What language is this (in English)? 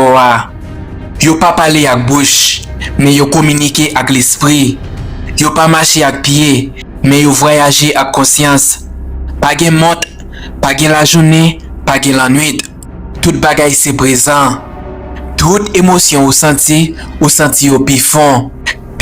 Haitian Creole